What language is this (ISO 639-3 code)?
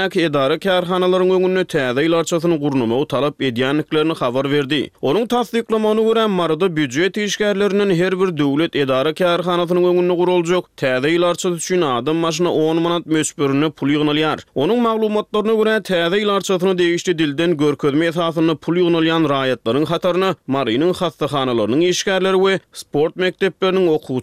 tuk